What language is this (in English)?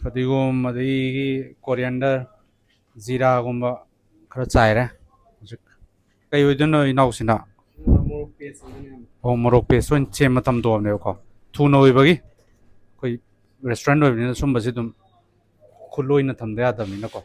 Manipuri